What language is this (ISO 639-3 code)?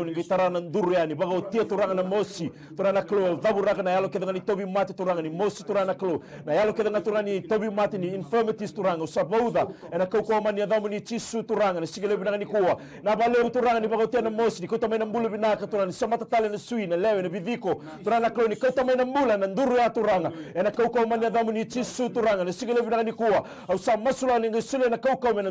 fij